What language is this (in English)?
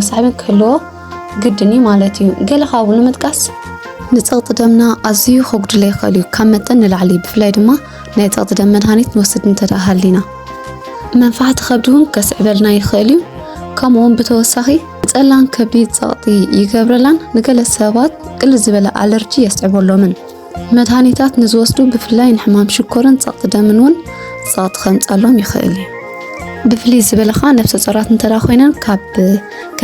Tigrinya